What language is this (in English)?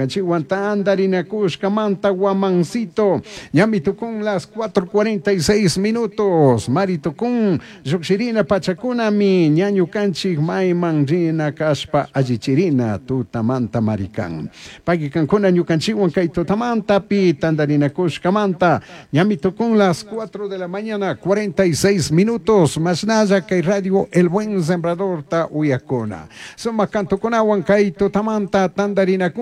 Chimborazo Highland Quichua